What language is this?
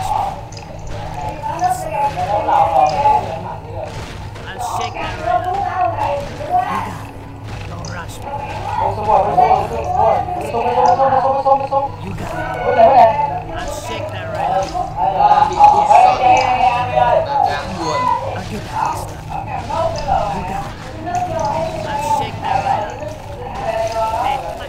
Vietnamese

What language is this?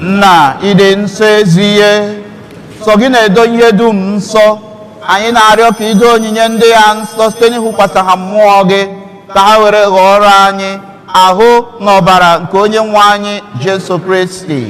Igbo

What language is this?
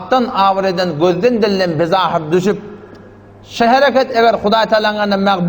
Turkmen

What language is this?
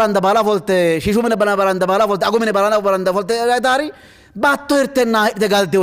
Sidamo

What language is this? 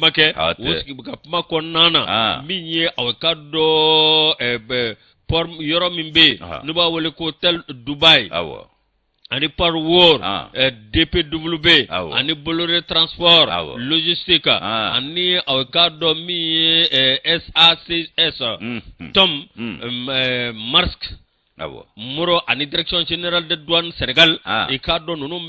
Bambara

